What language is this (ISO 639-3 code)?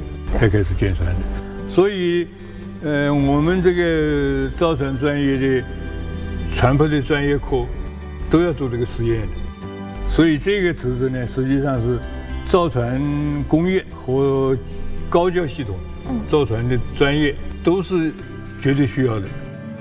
zho